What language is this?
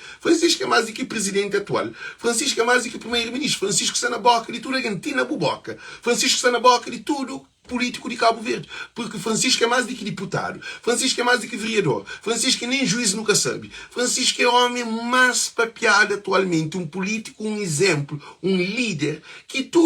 Kabuverdianu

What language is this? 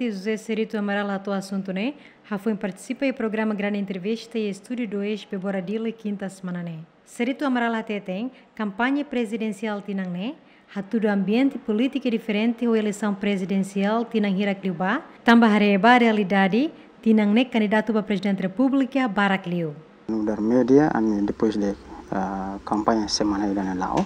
Tetum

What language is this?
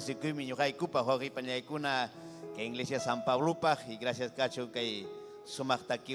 Ayacucho Quechua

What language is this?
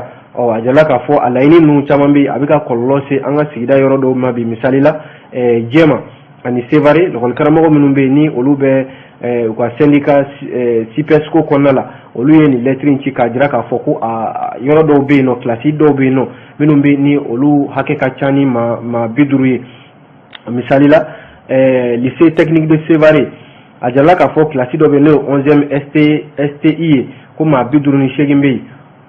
Bambara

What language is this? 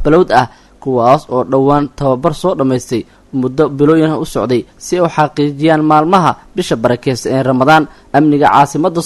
Somali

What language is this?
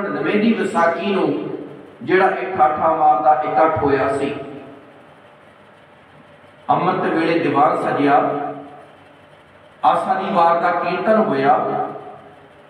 Punjabi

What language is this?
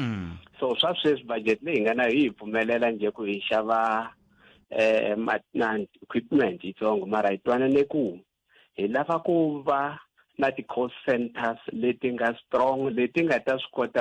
Tsonga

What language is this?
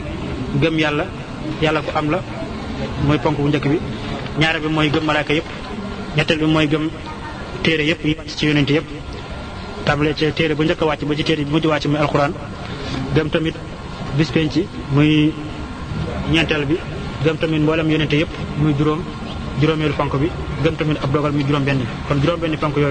Wolof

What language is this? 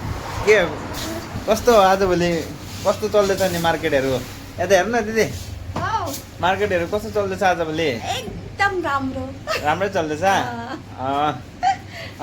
Nepali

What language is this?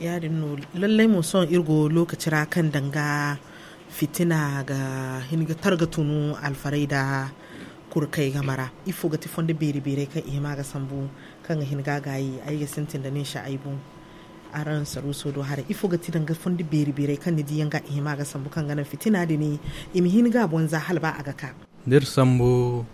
Zarma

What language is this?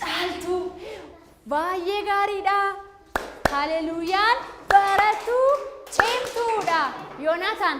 Oromo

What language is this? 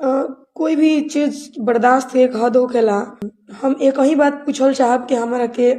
Bhojpuri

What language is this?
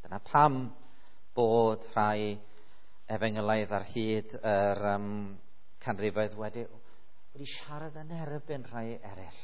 Welsh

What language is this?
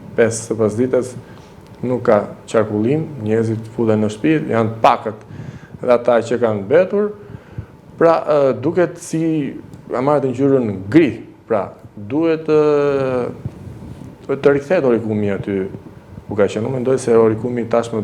Albanian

